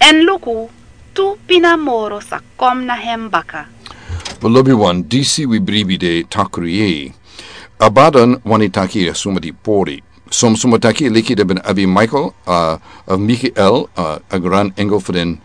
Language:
Sranan Tongo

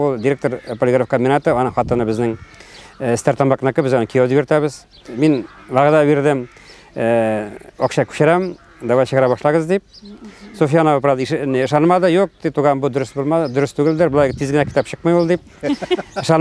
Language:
Bashkir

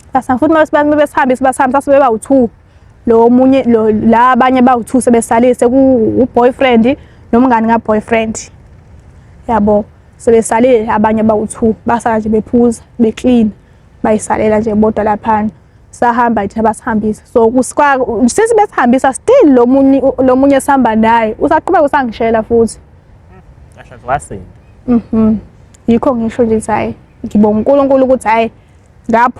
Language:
Zulu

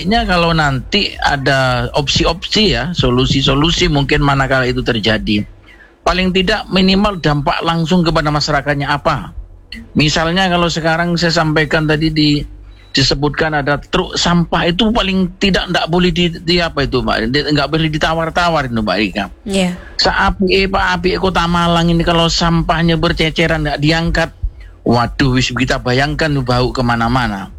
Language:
Indonesian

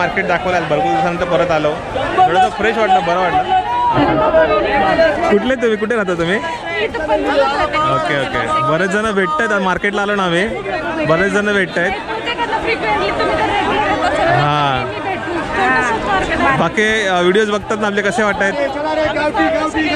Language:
Marathi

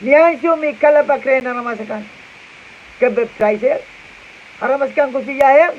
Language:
Pohnpeian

